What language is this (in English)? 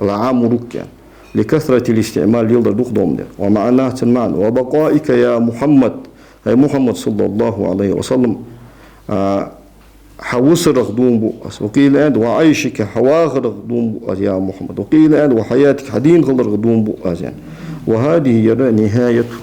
Ingush